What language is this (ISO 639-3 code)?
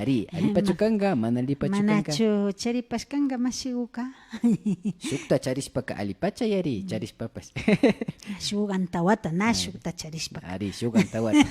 qvi